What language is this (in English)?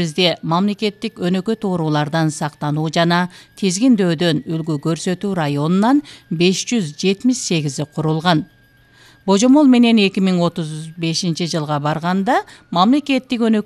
Kyrgyz